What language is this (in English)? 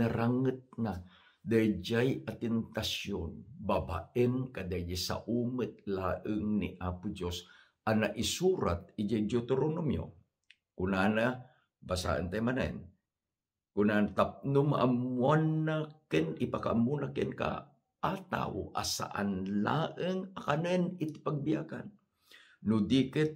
Iloko